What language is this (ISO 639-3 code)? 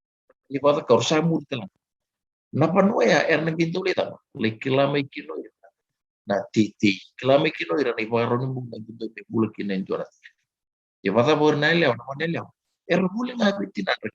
fij